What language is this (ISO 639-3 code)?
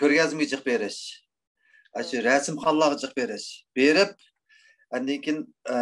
uig